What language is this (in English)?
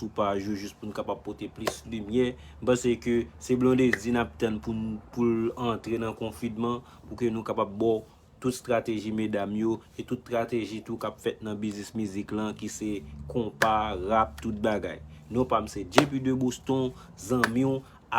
Haitian Creole